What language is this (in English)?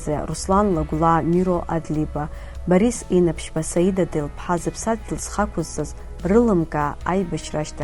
Abkhazian